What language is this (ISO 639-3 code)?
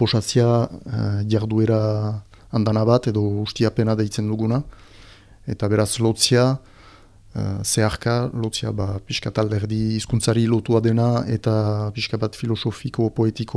eus